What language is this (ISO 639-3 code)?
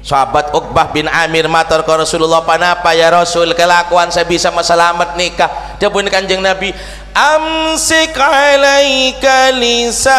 mad